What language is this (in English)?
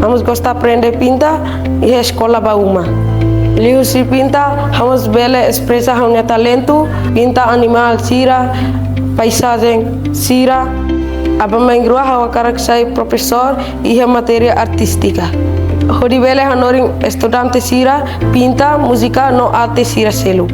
Tetum